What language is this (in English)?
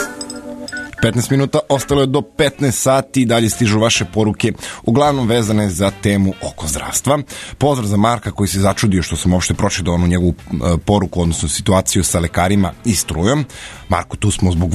Serbian